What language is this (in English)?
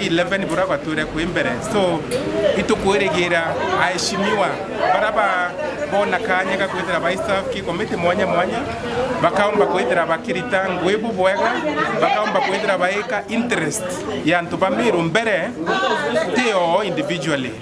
Meru